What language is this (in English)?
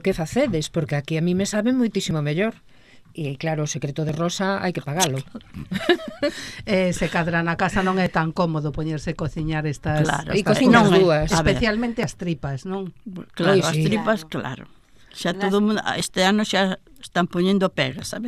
Galician